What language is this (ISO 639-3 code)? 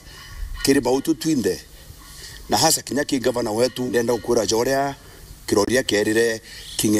mer